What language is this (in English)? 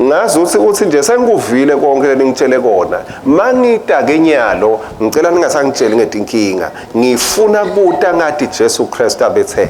Swati